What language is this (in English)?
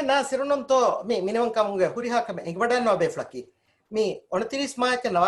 Divehi